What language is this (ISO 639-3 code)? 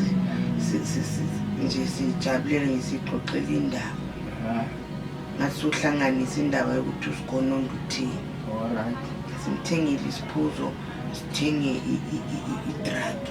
zul